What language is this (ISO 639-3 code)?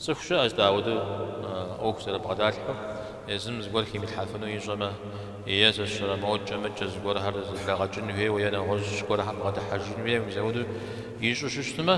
kbd